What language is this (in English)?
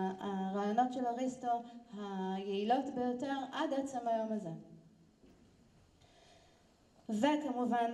Hebrew